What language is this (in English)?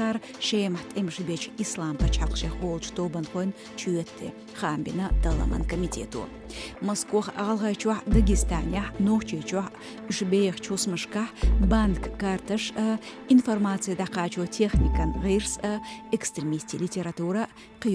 Chechen